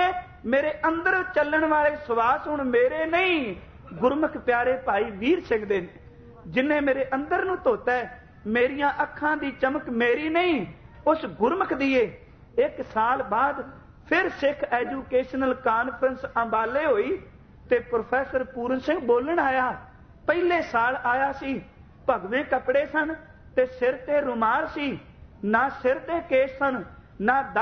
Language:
Punjabi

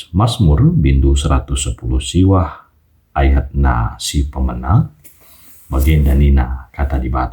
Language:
Batak Karo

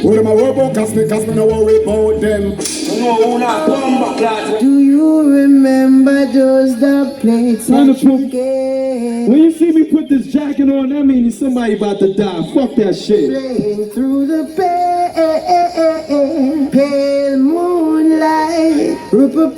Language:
Jamaican Creole English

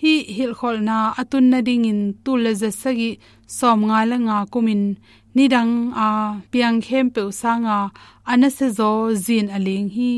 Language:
Tedim Chin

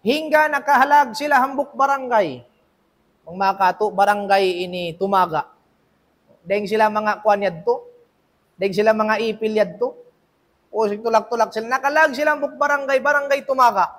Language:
Tausug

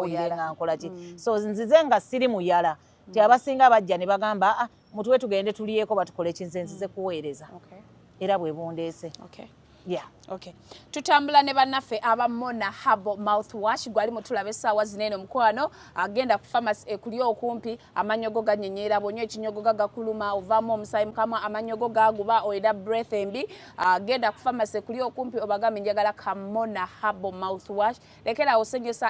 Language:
Ganda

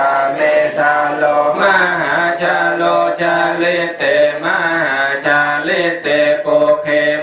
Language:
Pali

